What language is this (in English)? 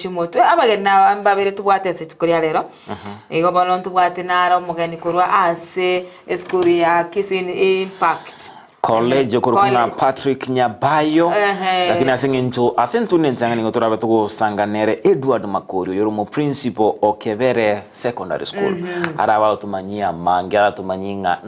Gusii